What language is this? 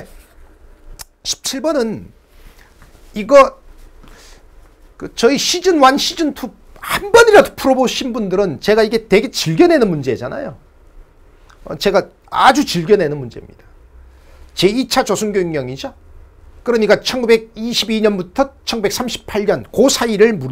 Korean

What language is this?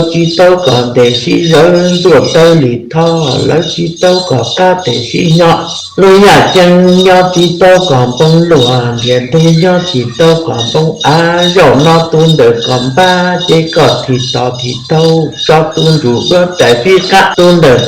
Hmong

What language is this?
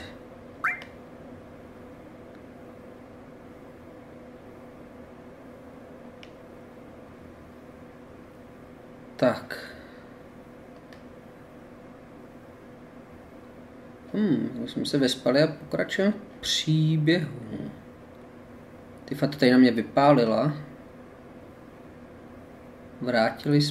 Czech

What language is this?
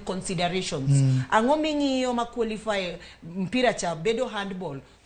Luo (Kenya and Tanzania)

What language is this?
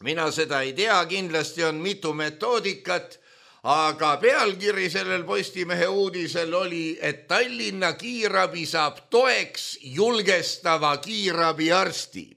Estonian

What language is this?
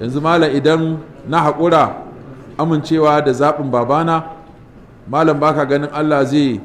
Hausa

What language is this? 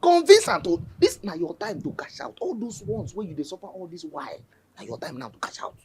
Nigerian Pidgin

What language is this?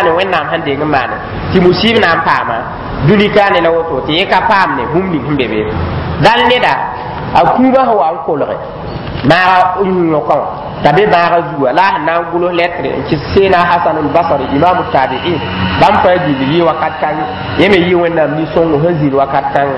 Mossi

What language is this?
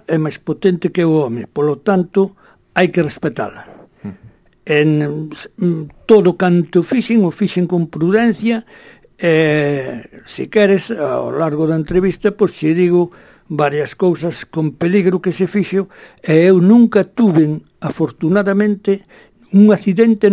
Galician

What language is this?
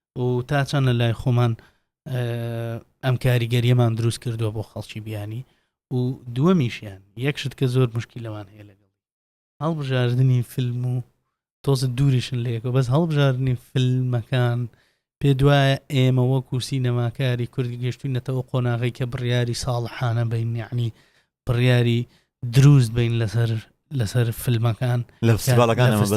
Central Kurdish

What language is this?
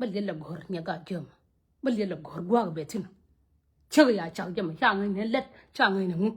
Nuer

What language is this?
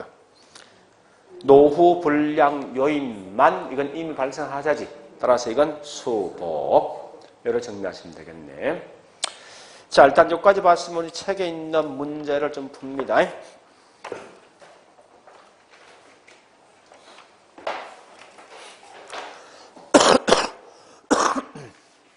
Korean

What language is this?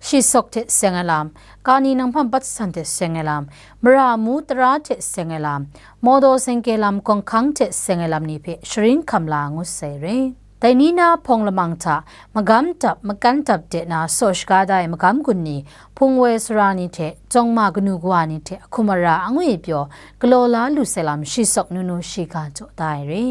Kachin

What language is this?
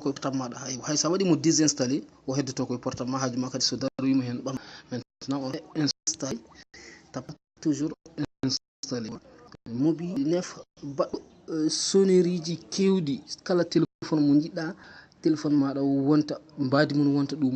Fula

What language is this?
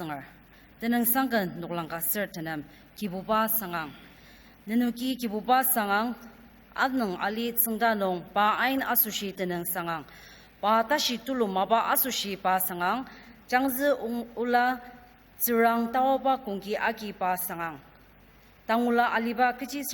Ao Naga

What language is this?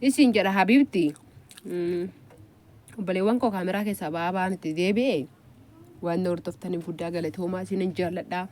Oromo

